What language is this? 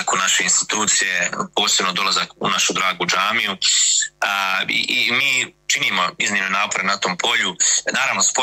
Bosnian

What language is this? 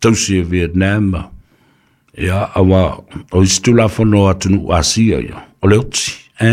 Samoan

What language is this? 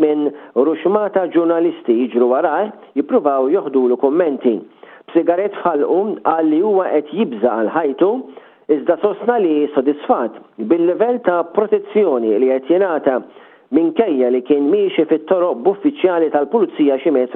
Maltese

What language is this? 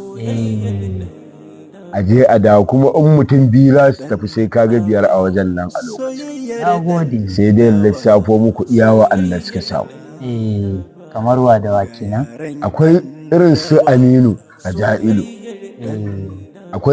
Hausa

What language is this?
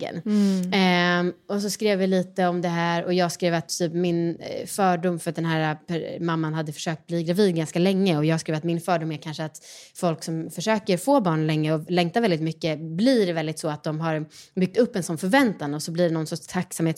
Swedish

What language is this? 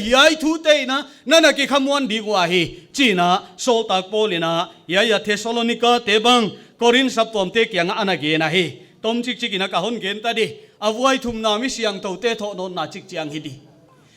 Paite Chin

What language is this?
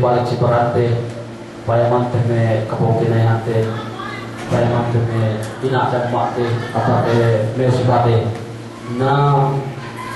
Yakan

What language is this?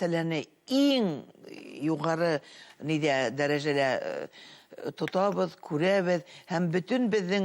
Bashkir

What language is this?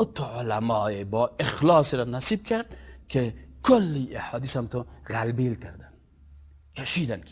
Persian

